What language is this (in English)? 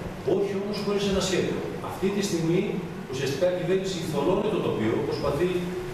Greek